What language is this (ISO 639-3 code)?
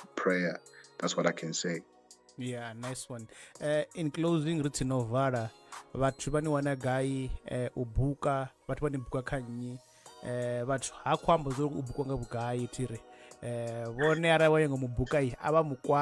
ven